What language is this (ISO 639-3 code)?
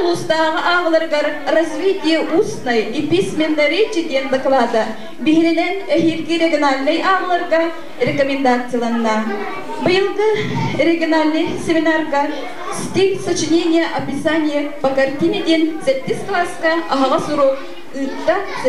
sah